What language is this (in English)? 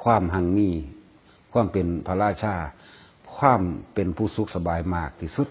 Lao